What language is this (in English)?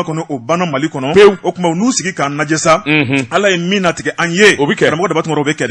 Bambara